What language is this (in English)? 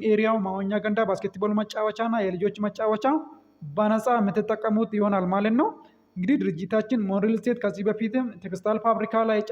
Amharic